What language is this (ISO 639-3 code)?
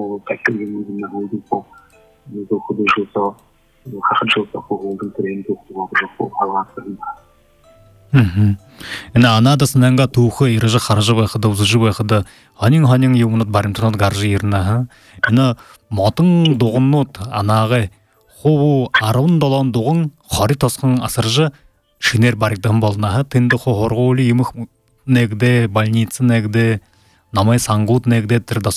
bua